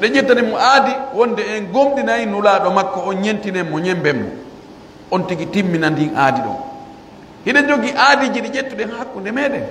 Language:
Pular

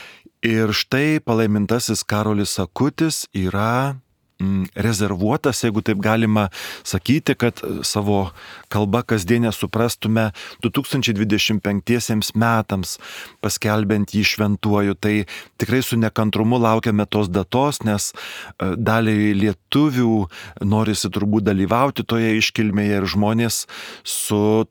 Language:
Lithuanian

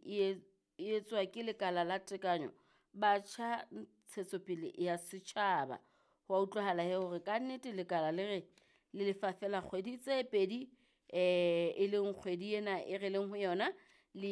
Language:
Southern Sotho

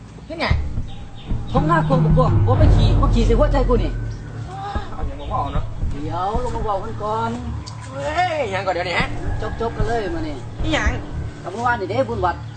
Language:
Lao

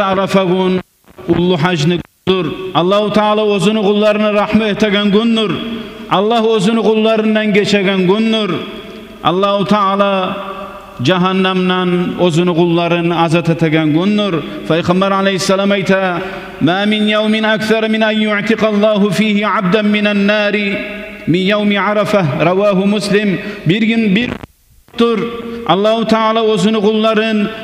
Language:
Kumyk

